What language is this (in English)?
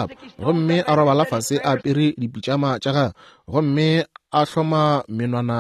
Northern Sotho